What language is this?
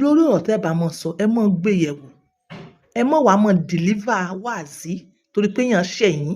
Yoruba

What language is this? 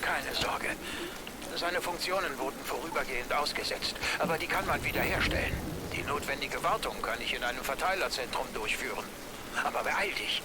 Swiss German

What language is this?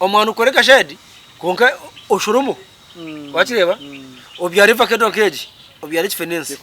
Nyankole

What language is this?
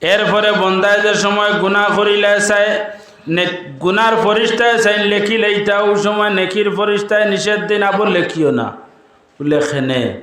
Sylheti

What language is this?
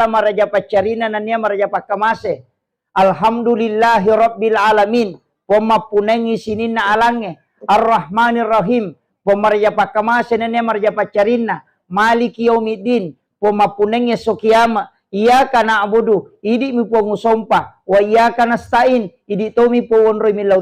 Buginese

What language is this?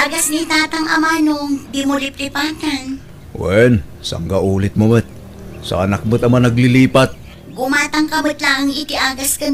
Iloko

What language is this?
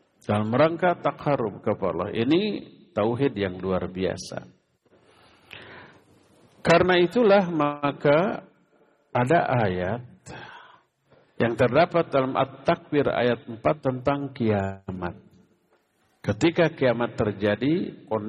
Indonesian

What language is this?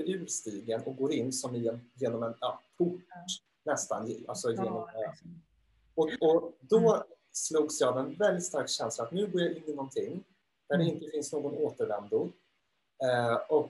Swedish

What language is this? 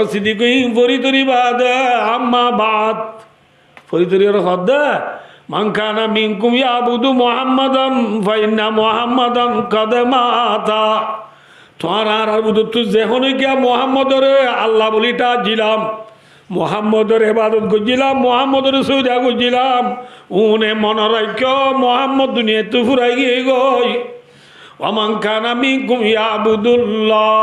Rohingya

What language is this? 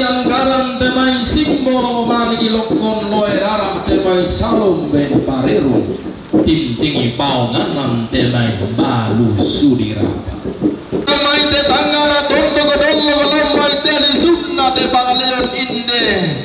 Toraja-Sa'dan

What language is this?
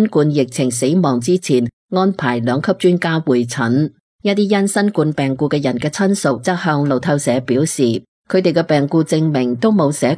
Cantonese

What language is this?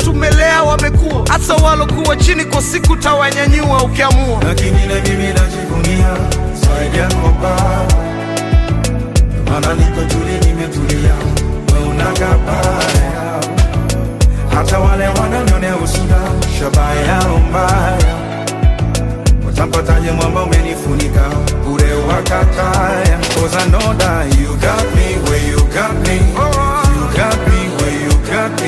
Swahili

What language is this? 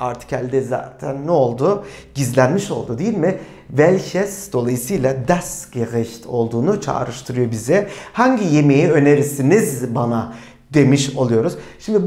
Turkish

